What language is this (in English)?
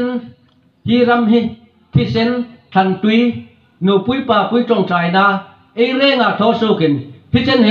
Hmar